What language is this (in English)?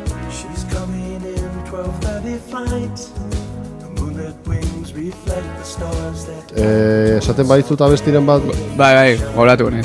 Basque